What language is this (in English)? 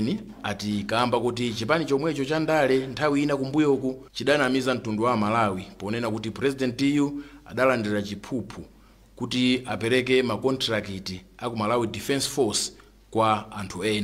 Nyanja